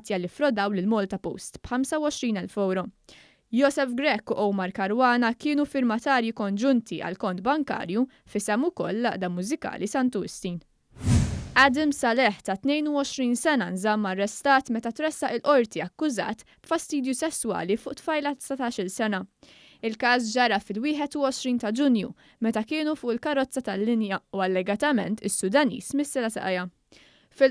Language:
Maltese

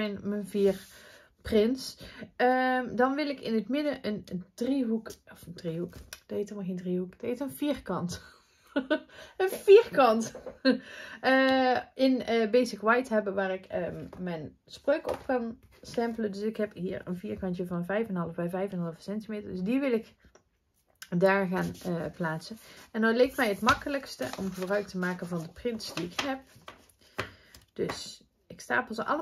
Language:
Dutch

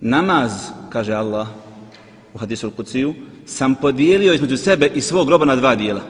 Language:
Bosnian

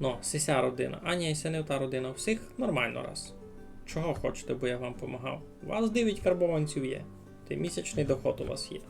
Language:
Rusyn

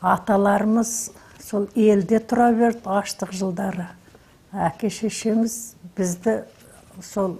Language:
Kazakh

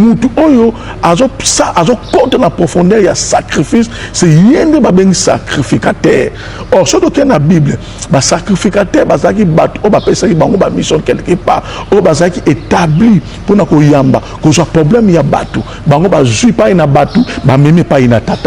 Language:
Lingala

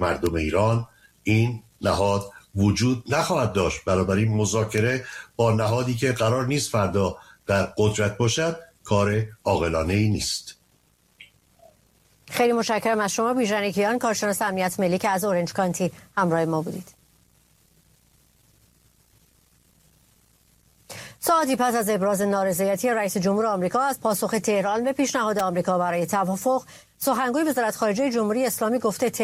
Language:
Persian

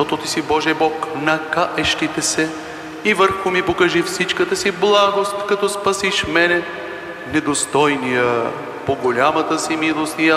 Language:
Bulgarian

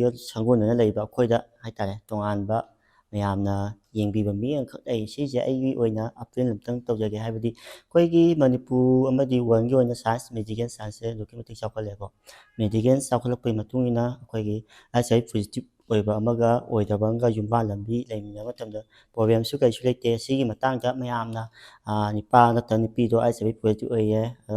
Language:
Manipuri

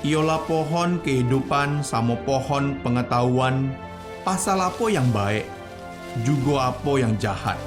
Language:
Musi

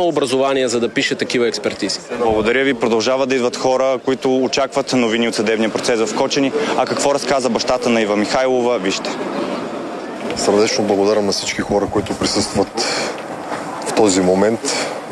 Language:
Bulgarian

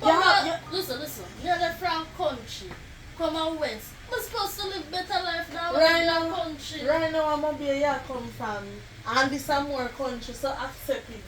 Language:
Jamaican Creole English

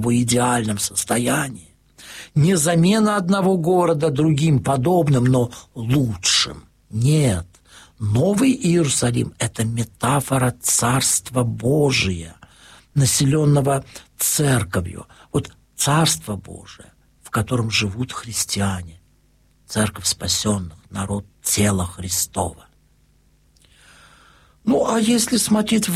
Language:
Russian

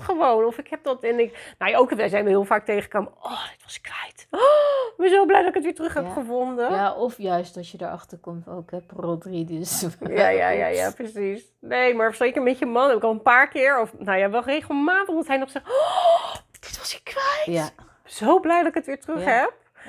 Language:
Dutch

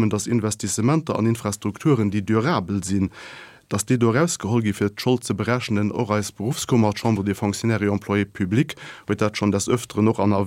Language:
Luxembourgish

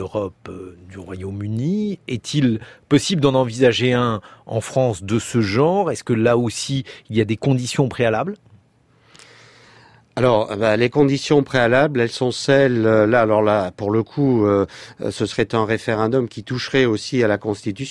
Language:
French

